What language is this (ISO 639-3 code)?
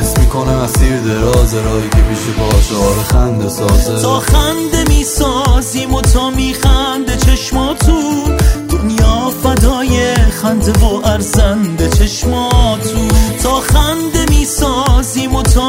fas